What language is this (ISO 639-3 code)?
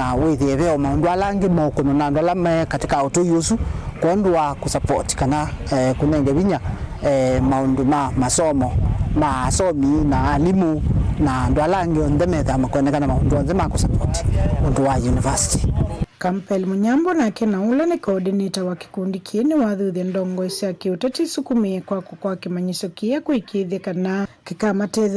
kam